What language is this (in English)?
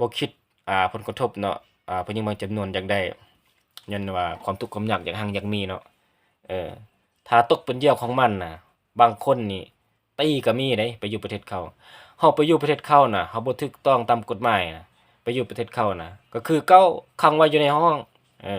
Lao